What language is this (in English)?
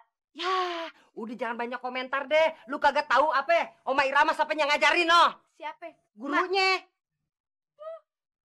Betawi